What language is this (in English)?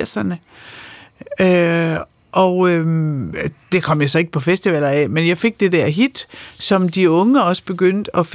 Danish